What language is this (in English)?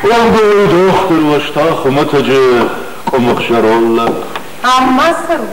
Ossetic